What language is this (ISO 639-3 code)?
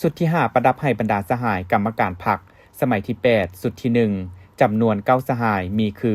lao